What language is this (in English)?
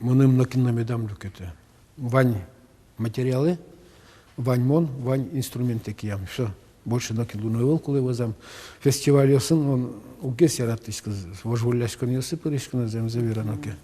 Udmurt